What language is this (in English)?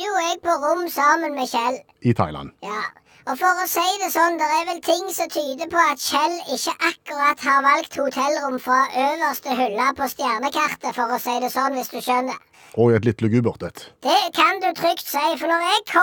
Norwegian